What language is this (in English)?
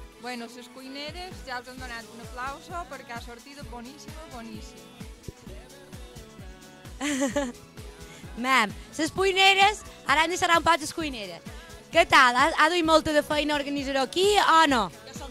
Catalan